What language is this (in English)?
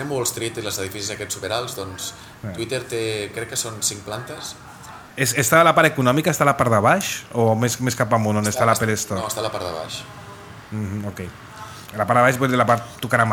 Catalan